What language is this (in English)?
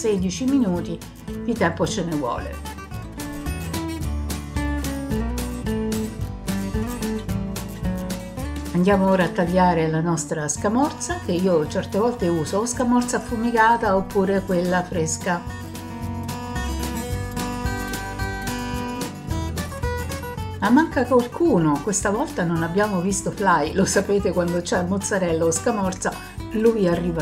Italian